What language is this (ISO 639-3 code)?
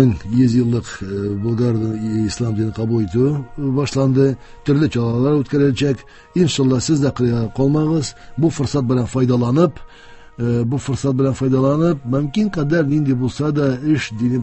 tat